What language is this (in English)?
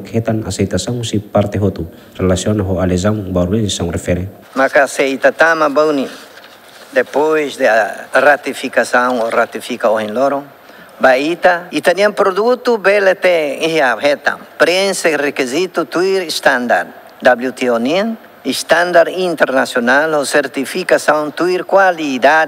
Tetum